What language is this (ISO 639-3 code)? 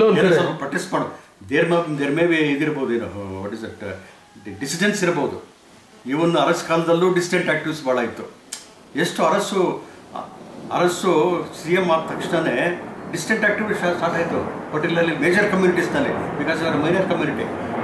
kan